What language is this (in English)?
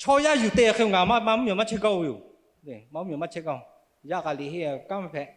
Lahu